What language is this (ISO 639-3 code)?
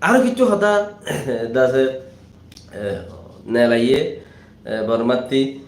rhg